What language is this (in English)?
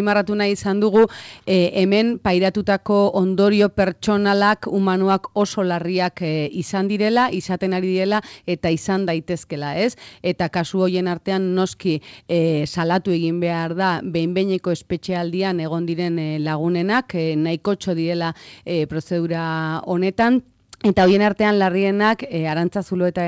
Basque